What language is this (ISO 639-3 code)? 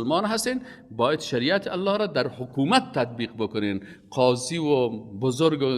fas